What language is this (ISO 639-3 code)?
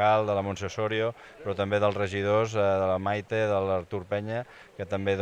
cat